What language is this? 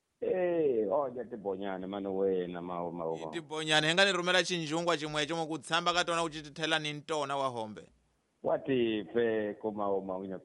Tsonga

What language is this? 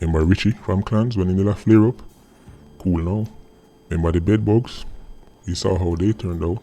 Jamaican Creole English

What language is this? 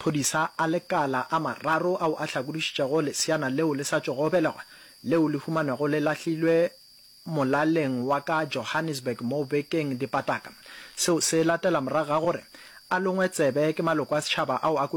Northern Sotho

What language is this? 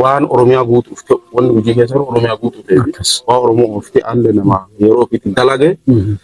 Oromo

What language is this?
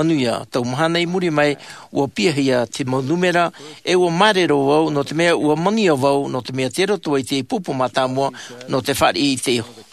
Tahitian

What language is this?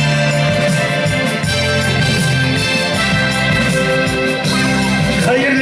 Bashkir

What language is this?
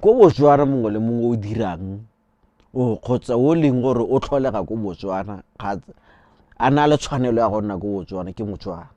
Tswana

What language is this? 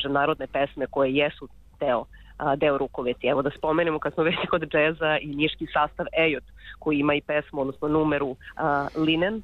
Serbian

